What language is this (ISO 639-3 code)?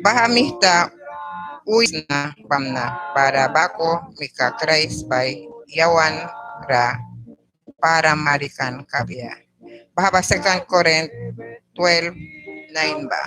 miq